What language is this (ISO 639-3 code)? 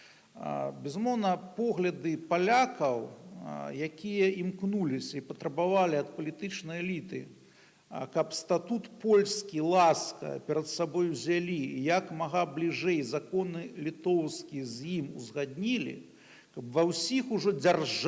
bel